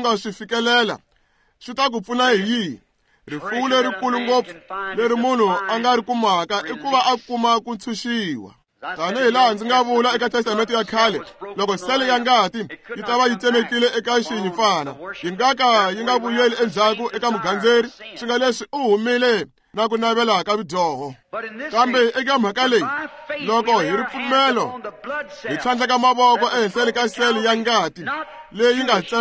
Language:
Tsonga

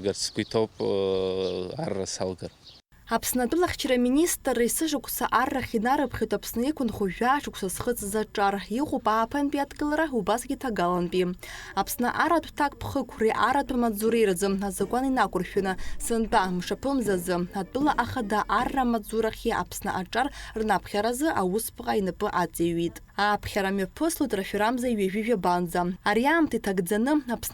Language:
Abkhazian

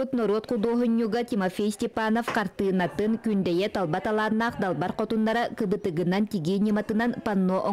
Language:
Yakut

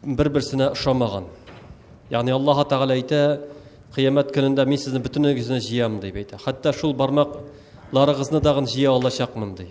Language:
Tatar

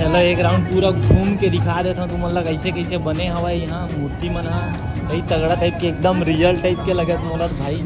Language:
Chhattisgarhi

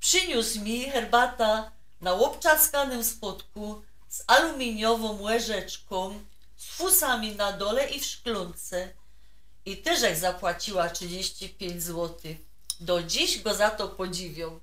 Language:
Silesian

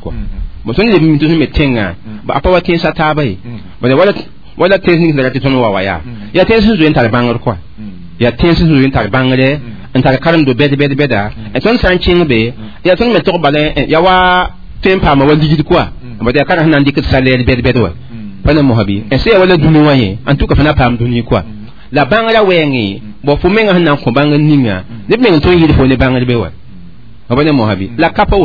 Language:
Mossi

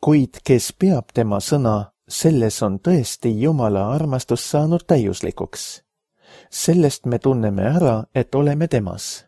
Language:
Estonian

